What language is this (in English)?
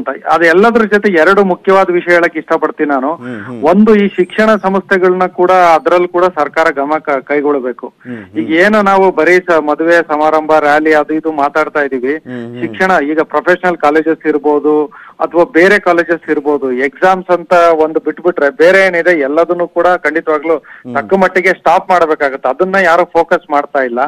Kannada